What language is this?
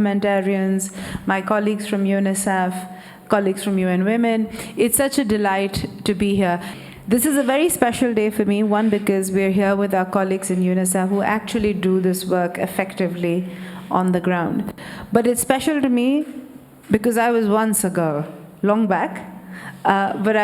Tetum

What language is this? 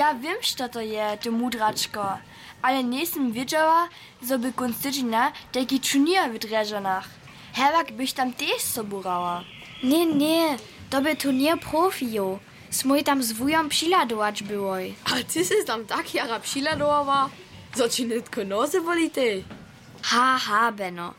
Upper Sorbian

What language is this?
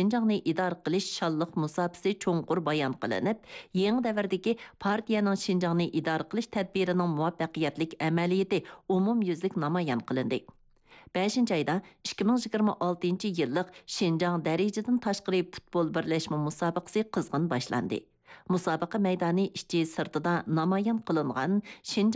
Uyghur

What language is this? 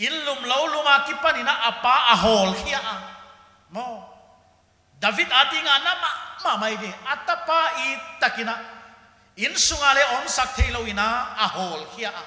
Paite Chin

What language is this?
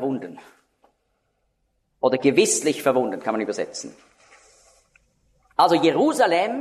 German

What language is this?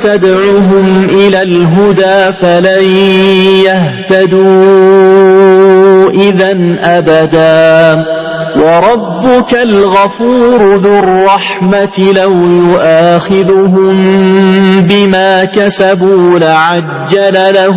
Arabic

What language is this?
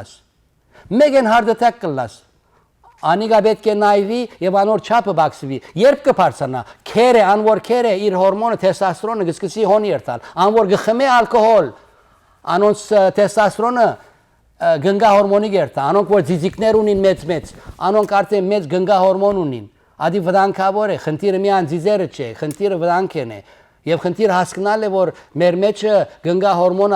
Western Armenian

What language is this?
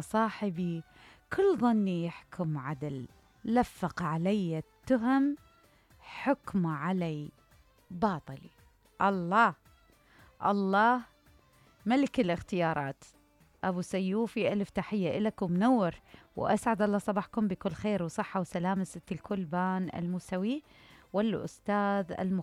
Mesopotamian Arabic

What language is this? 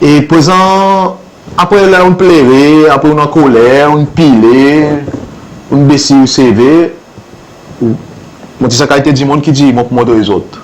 Seselwa Creole French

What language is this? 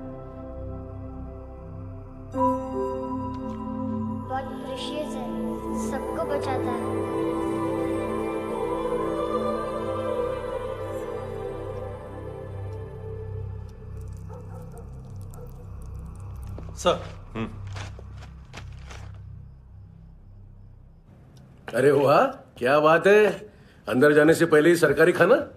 Hindi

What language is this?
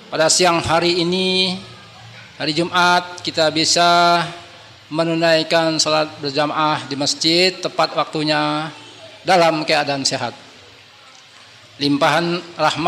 Indonesian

